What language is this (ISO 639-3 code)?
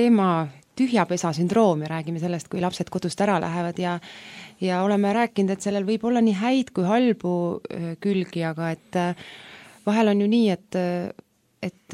est